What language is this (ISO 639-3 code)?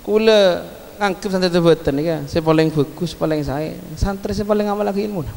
mad